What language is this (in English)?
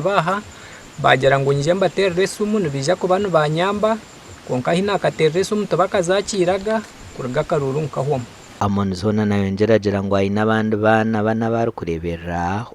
Nyankole